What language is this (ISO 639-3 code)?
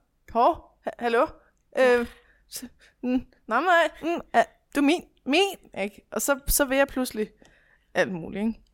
dan